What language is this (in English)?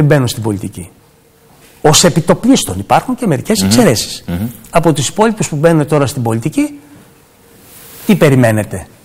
Greek